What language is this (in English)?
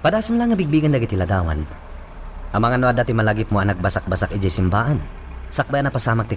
Iloko